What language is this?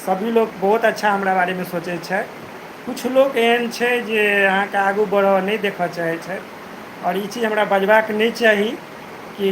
Maithili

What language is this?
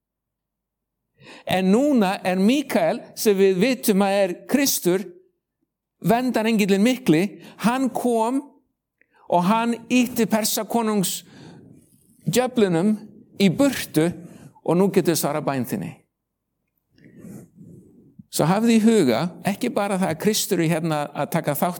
Icelandic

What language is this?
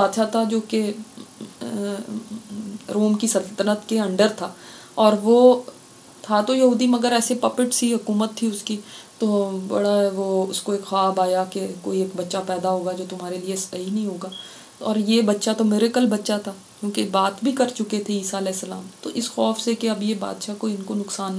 Urdu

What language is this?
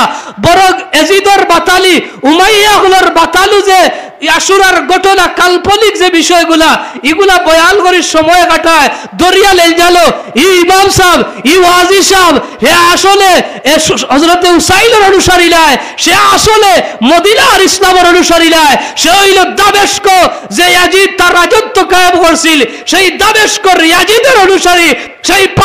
Sylheti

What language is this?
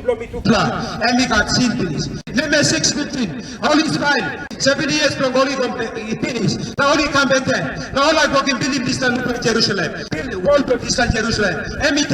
Tok Pisin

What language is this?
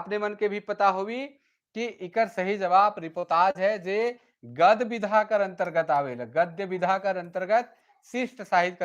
Sadri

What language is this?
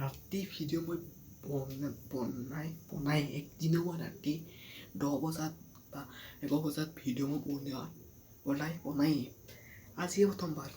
Assamese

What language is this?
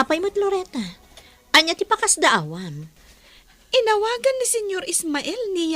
Iloko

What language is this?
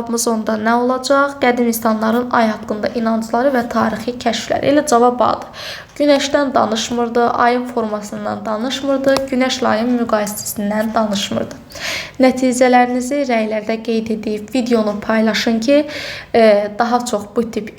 Azerbaijani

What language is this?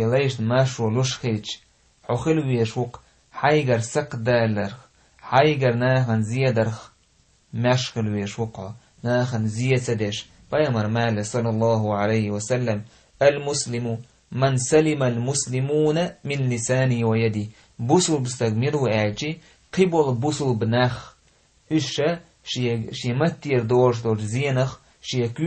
Chechen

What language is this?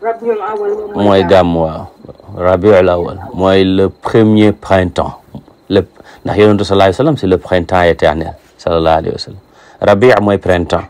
Wolof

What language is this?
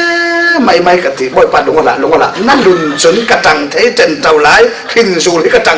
Falam Chin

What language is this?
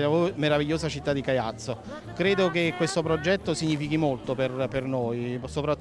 Italian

